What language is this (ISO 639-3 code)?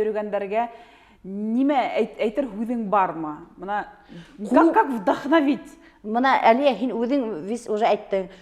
bak